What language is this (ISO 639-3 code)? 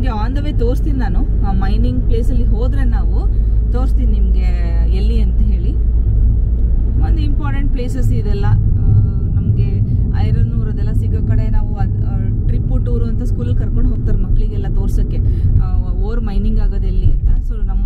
kan